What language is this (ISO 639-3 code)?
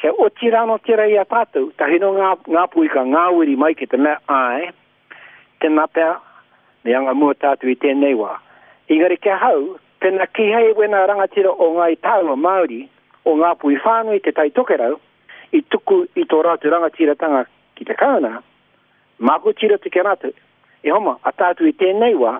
mri